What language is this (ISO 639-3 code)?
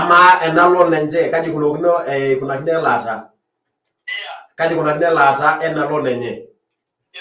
mas